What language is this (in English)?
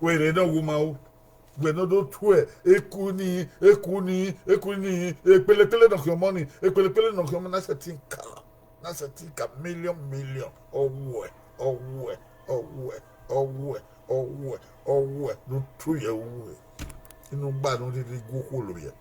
Bini